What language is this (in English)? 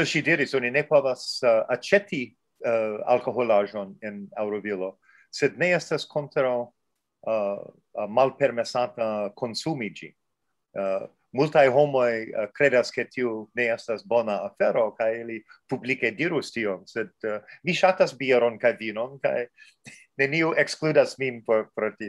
Esperanto